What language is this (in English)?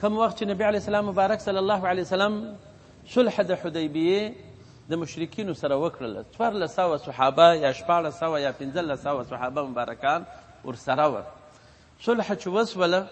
Pashto